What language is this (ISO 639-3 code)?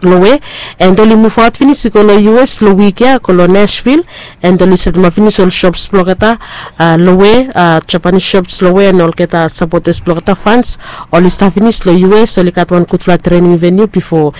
bis